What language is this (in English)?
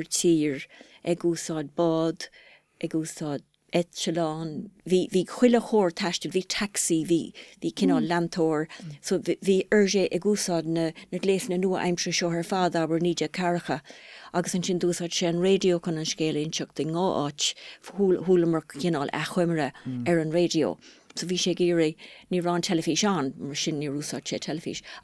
Irish